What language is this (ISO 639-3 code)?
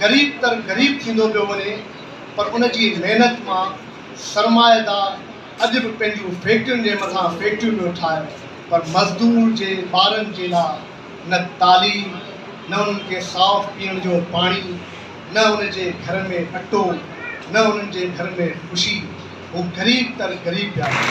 snd